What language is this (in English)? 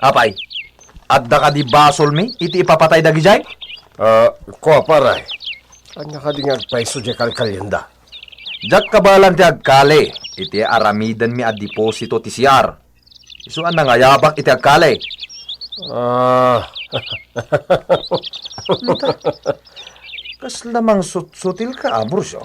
Iloko